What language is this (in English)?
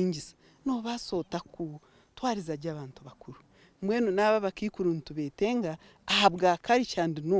Nyankole